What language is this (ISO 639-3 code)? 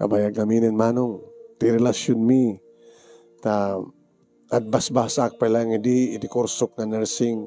ilo